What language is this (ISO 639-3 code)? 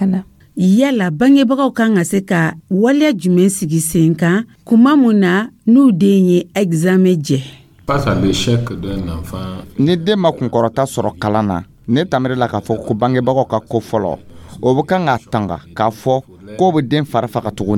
dyu